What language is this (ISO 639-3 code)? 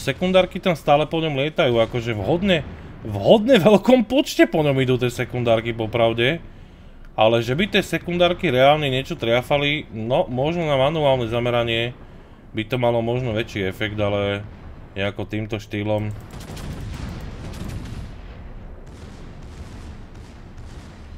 slk